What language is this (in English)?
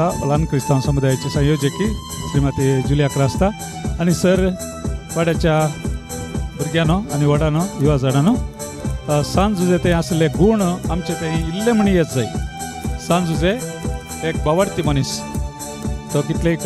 Konkani